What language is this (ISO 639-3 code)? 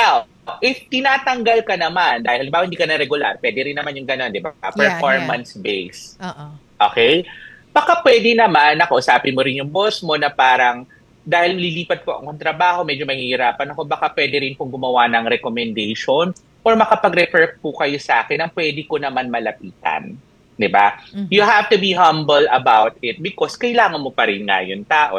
fil